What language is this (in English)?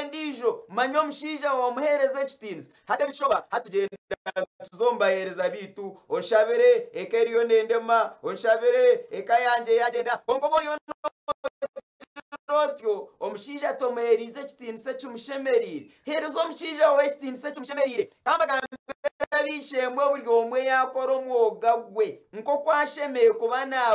Nyankole